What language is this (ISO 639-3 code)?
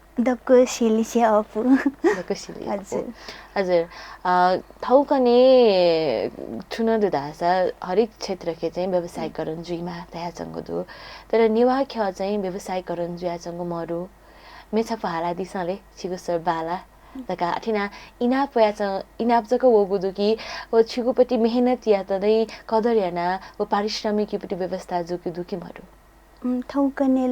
new